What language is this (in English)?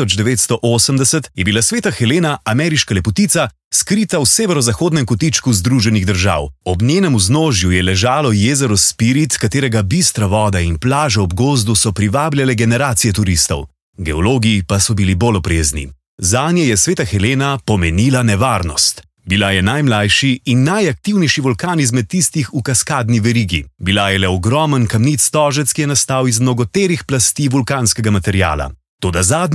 Slovenian